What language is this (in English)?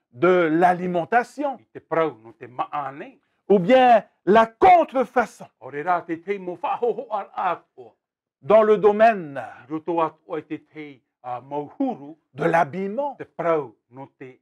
Tahitian